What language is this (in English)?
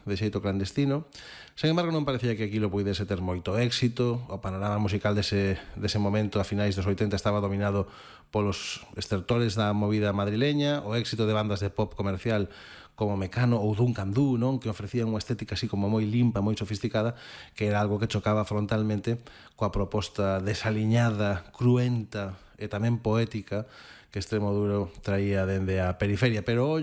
Galician